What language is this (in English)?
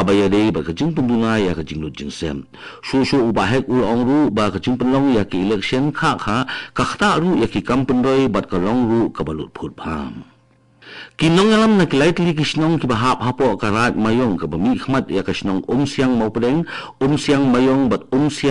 Khasi